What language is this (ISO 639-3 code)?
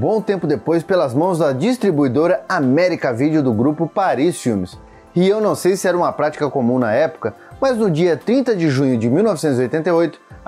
por